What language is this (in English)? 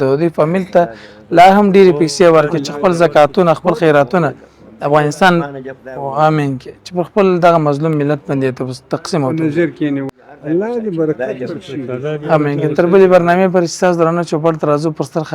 Pashto